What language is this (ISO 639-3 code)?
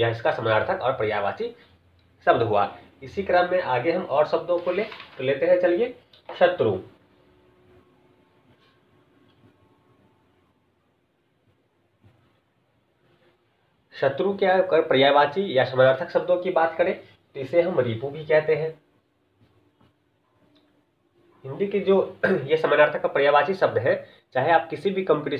hin